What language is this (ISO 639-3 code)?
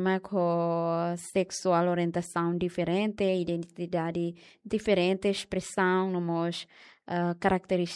tet